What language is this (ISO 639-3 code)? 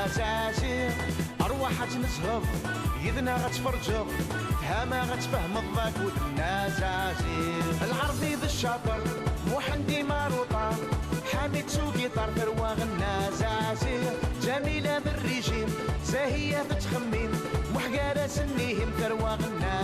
kab